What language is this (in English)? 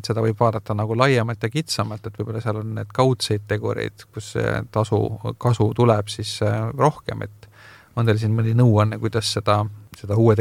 Estonian